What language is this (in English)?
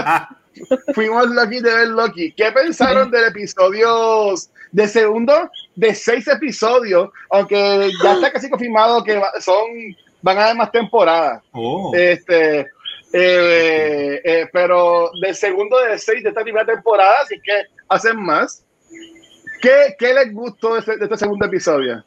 Spanish